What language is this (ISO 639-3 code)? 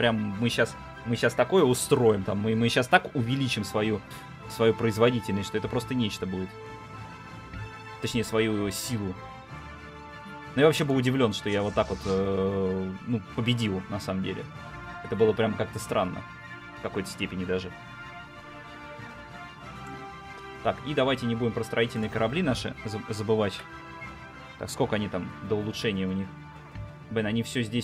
rus